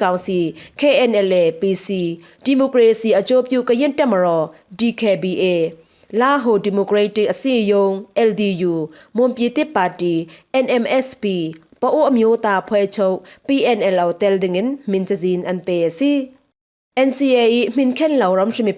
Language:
Falam Chin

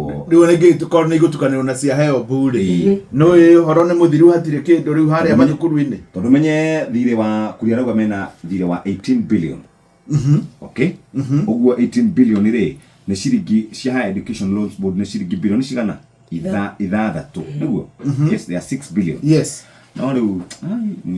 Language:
Kikuyu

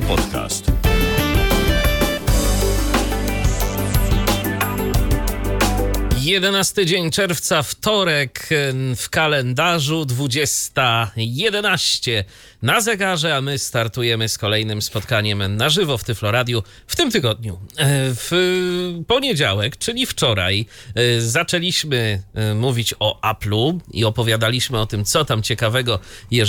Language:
Polish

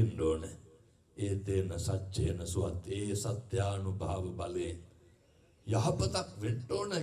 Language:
Sinhala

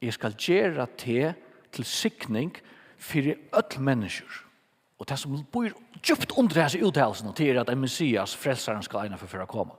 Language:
Faroese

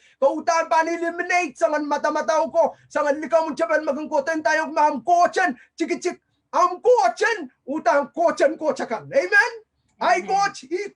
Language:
Pohnpeian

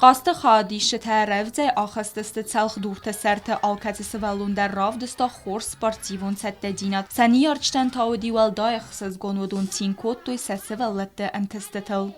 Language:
Ossetic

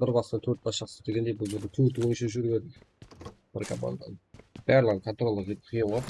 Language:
Kara-Kalpak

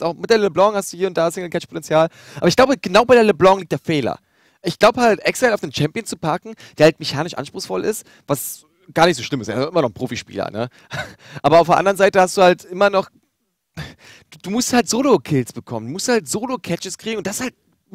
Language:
German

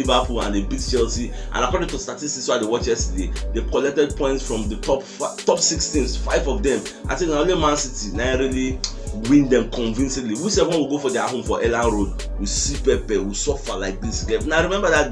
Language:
Nigerian Pidgin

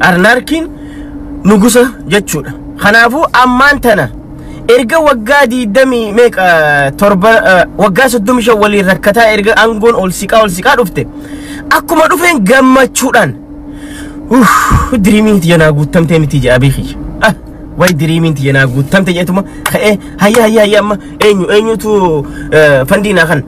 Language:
Oromo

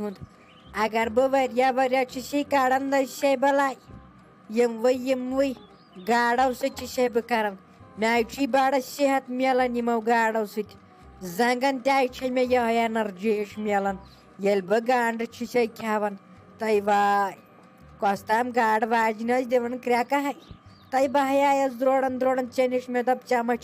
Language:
Kashmiri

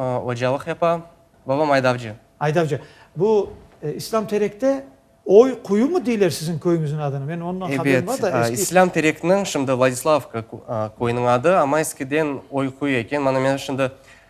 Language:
Crimean Tatar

